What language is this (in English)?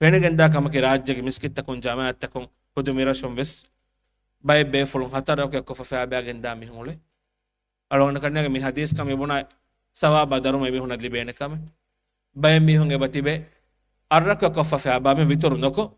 Divehi